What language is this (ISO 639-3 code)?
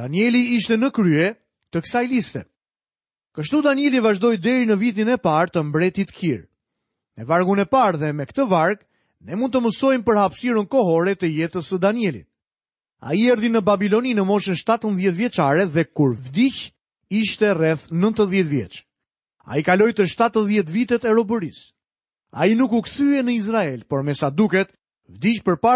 sqi